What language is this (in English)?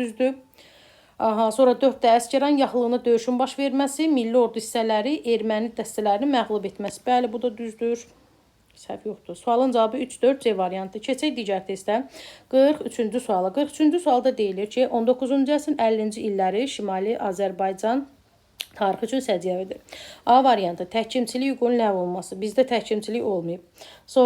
Azerbaijani